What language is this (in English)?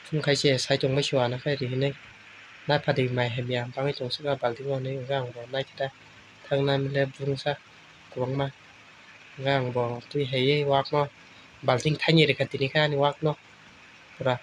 Kok Borok